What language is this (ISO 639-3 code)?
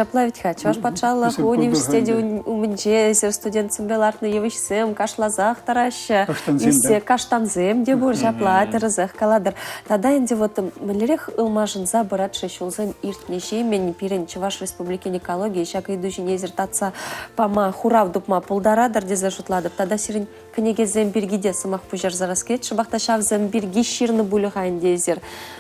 chv